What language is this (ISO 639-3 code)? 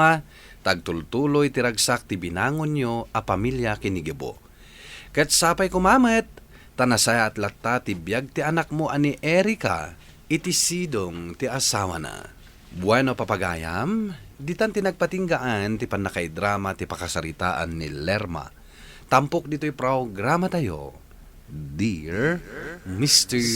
ilo